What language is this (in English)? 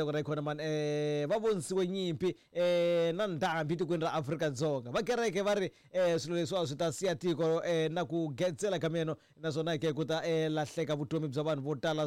Tsonga